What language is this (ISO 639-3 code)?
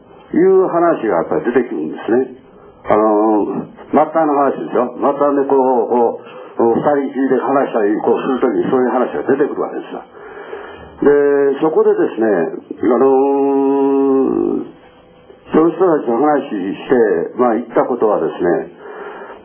jpn